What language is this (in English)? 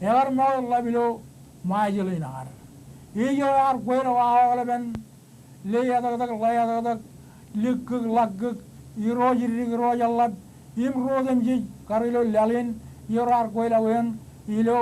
Marshallese